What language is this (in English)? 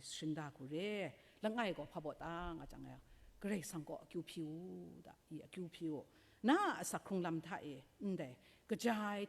Kachin